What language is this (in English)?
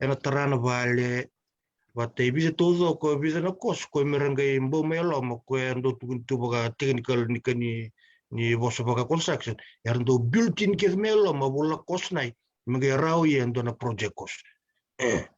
Fijian